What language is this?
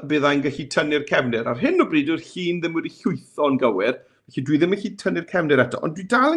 Welsh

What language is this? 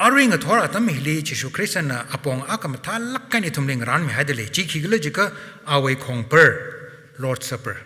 Tangkhul Naga (India)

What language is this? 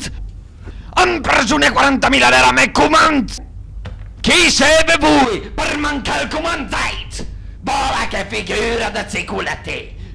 Piedmontese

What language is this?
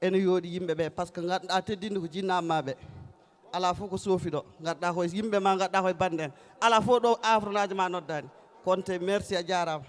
Fula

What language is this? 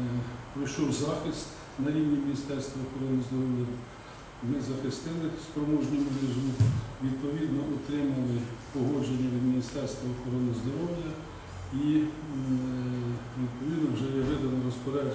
Ukrainian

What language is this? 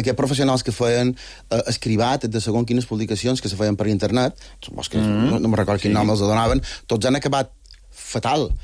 Catalan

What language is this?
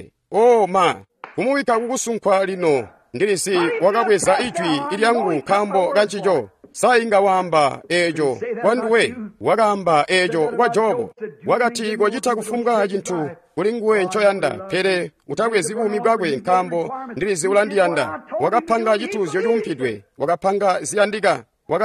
Tonga (Zambia)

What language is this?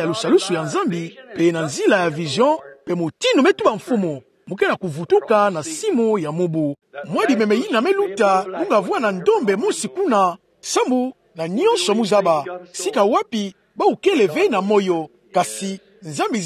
Kituba (Democratic Republic of Congo)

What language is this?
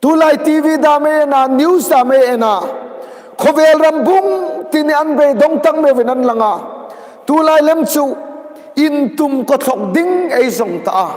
Hmar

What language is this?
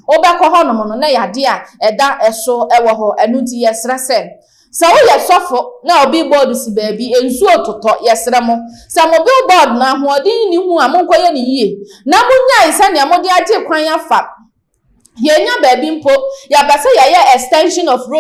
Akan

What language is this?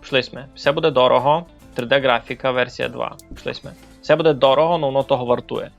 Rusyn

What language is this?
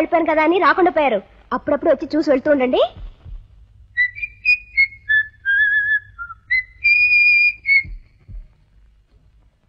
Telugu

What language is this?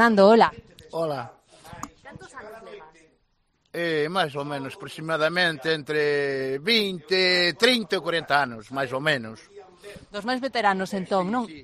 Galician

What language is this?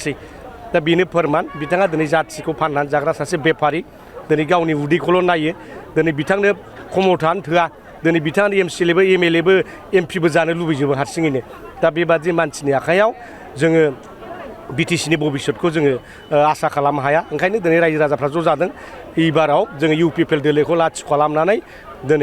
Bodo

